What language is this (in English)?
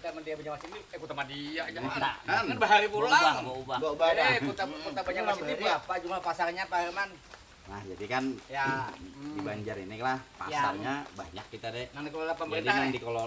Banjar